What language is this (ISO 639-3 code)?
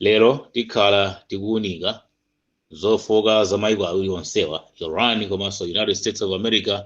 nya